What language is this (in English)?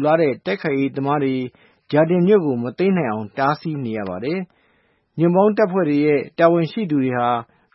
Burmese